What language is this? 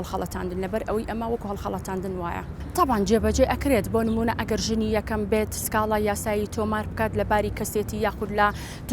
Central Kurdish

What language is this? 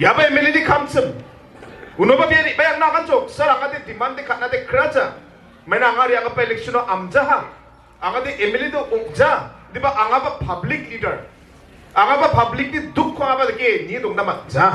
Garo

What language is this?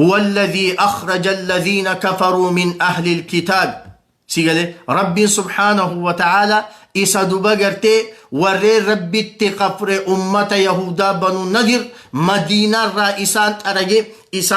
Oromo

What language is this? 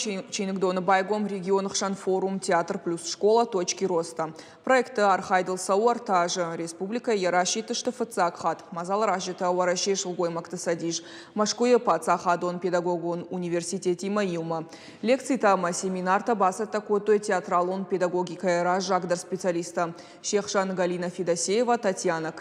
Ossetic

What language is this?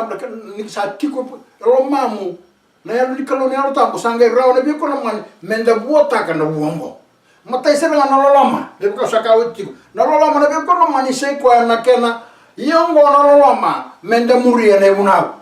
Fijian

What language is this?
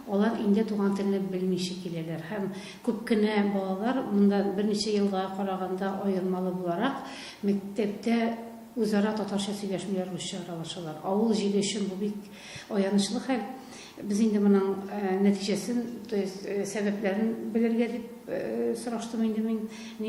Tatar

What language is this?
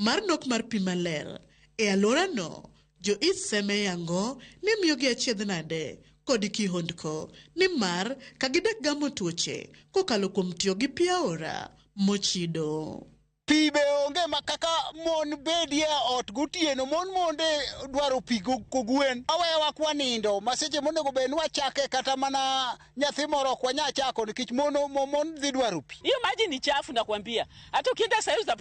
Luo (Kenya and Tanzania)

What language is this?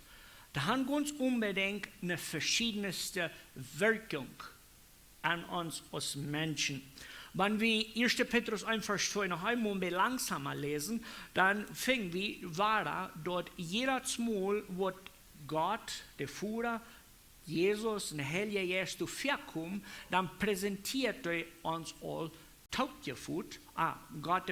Plautdietsch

